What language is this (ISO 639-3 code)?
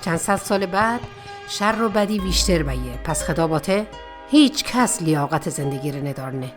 mzn